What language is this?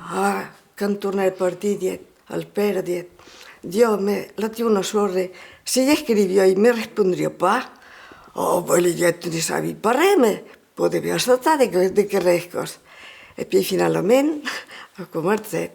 Occitan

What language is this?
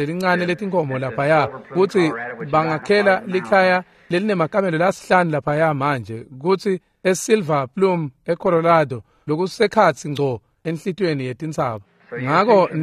Swati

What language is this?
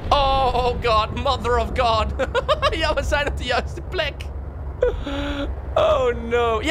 Dutch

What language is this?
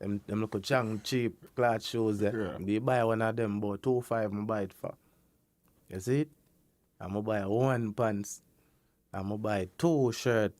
Jamaican Creole English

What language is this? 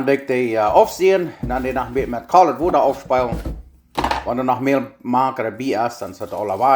Plautdietsch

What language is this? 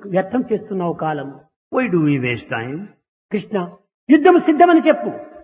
Telugu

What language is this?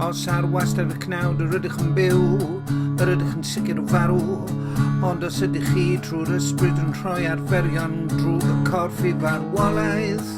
Welsh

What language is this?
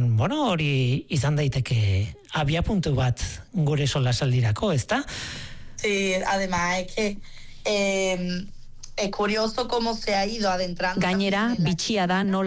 Basque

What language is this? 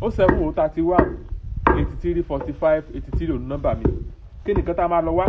Yoruba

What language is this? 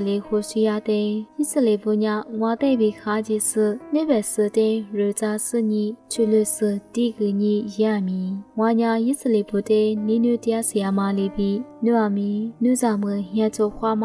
Lisu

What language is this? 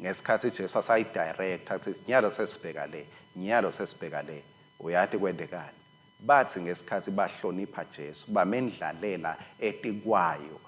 Swati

